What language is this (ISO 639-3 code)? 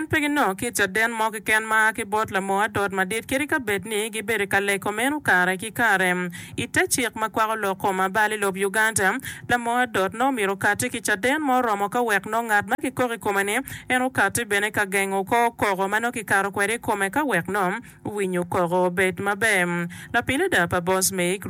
ach